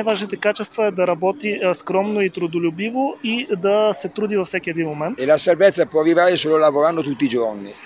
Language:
Bulgarian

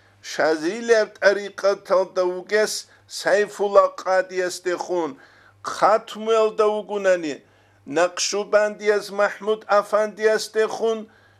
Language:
Avaric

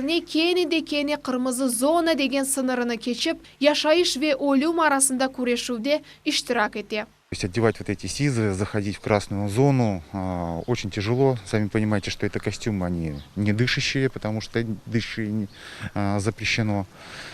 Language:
Crimean Tatar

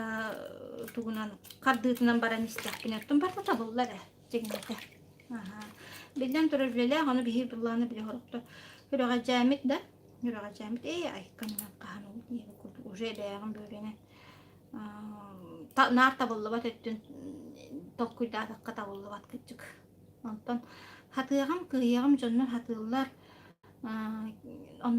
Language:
Yakut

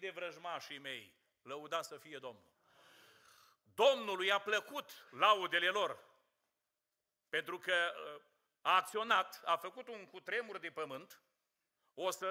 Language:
Romanian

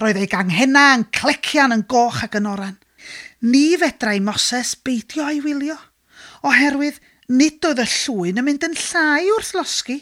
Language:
Welsh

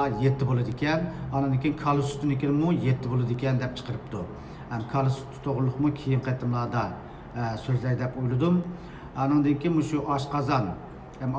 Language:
Uyghur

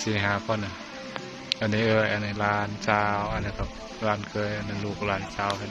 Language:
Northeastern Thai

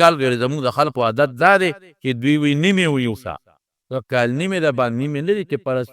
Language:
Pashto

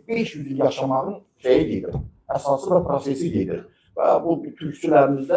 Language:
Azerbaijani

